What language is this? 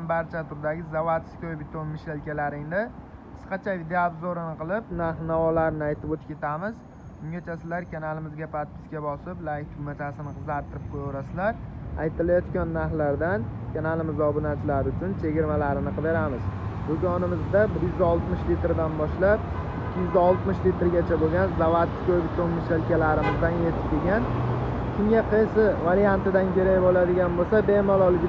Uzbek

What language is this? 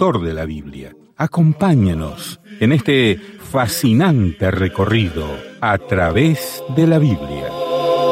Spanish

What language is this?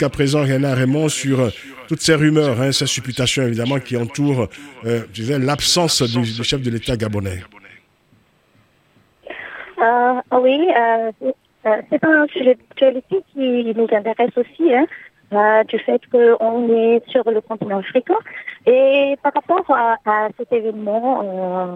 French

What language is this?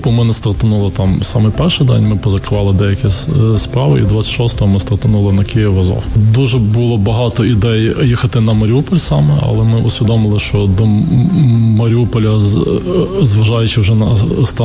Ukrainian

